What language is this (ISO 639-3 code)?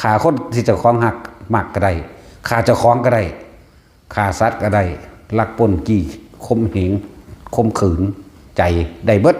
tts